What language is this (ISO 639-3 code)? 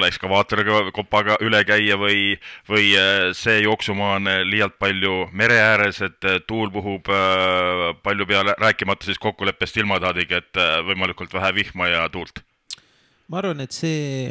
est